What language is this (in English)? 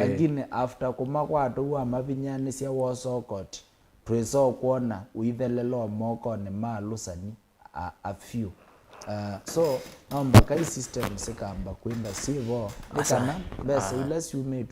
Kamba